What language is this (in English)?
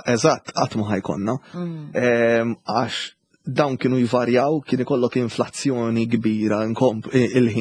Maltese